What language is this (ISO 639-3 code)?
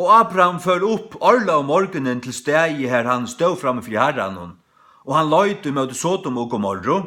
fao